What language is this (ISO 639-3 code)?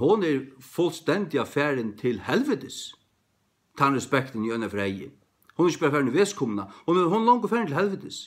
fao